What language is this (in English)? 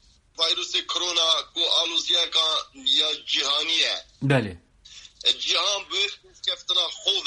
Kurdish